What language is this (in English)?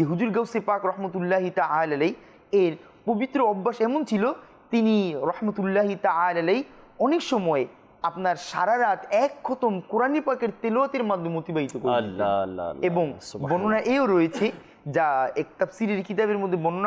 Bangla